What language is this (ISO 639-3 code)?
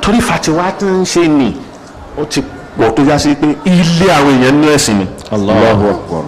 yor